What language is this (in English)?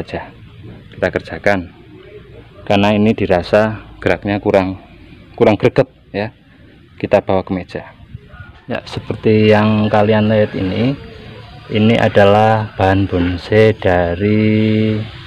Indonesian